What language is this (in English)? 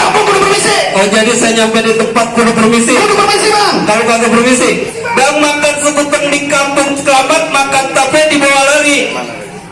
Betawi